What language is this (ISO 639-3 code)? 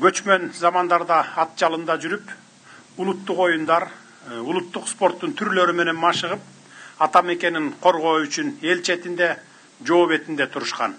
kir